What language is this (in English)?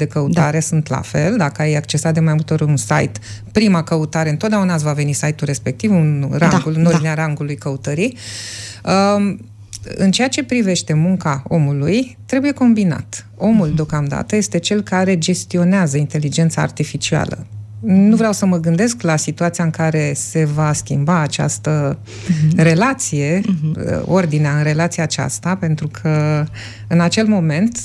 Romanian